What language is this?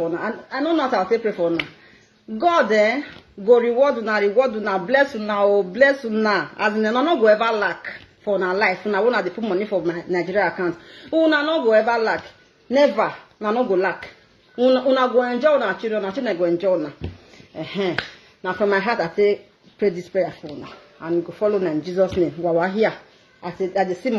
Nigerian Pidgin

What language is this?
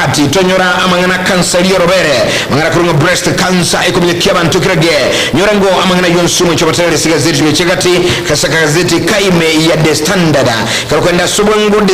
Gusii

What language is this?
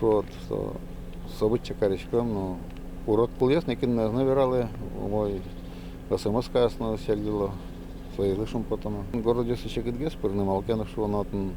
Udmurt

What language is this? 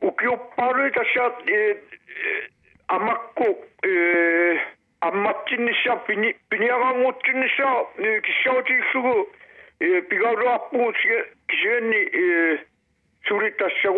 Kalaallisut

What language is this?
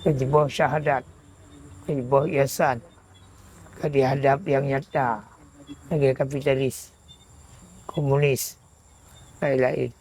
Achinese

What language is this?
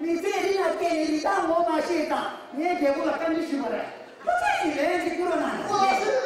Tibetan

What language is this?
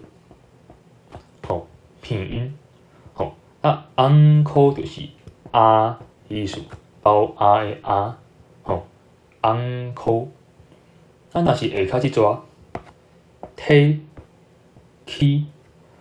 Min Nan Chinese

